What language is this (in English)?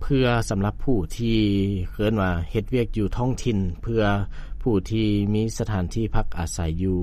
Lao